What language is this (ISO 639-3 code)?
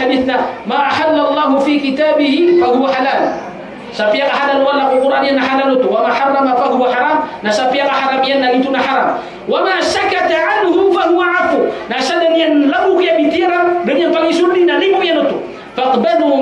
mrw